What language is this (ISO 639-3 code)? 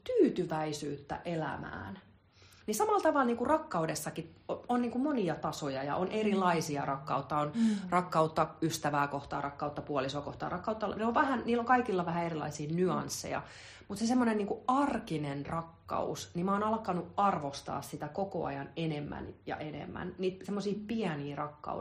fin